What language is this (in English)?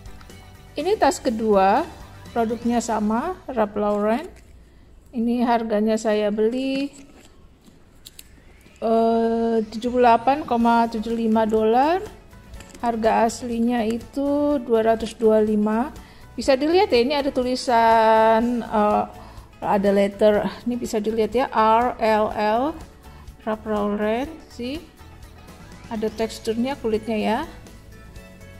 Indonesian